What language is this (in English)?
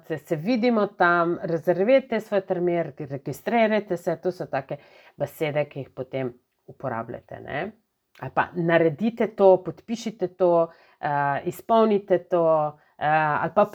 Slovenian